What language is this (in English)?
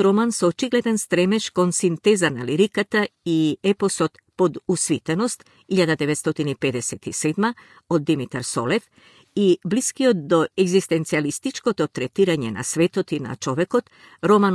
Macedonian